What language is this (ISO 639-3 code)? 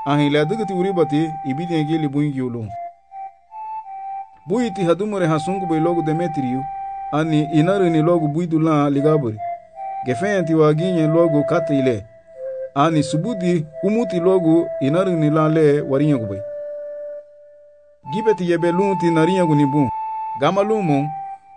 cab